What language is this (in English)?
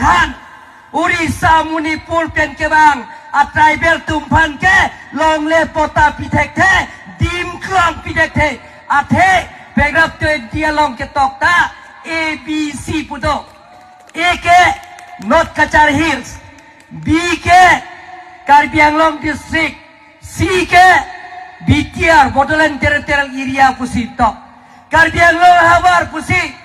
Karbi